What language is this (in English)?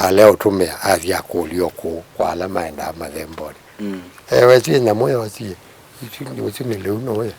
Kamba